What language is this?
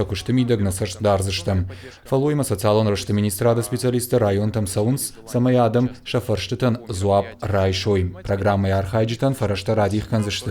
Ossetic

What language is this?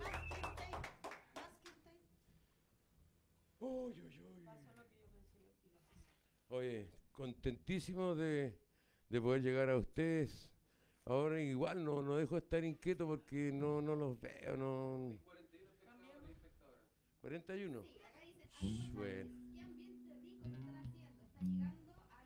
Spanish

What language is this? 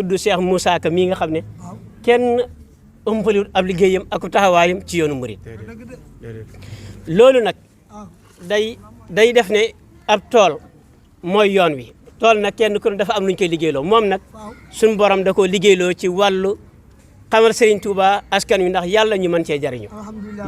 Wolof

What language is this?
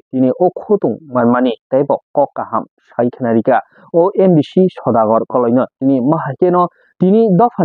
Kok Borok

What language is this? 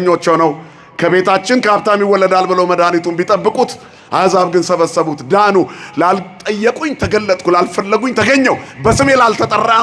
Amharic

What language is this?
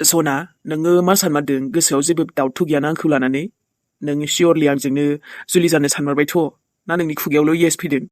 Bodo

